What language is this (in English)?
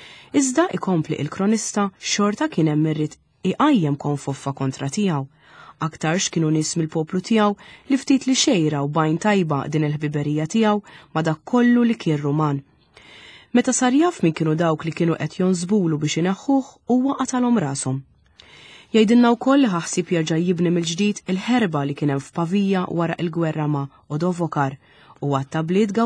Maltese